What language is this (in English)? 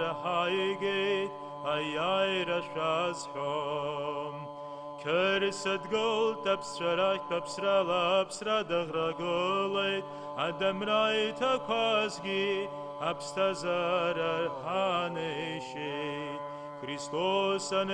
Abkhazian